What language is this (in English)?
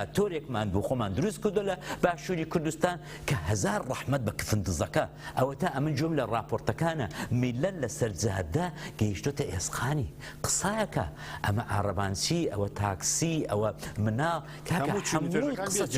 Central Kurdish